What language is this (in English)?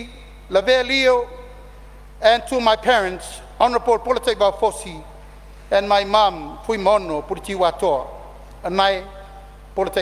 Samoan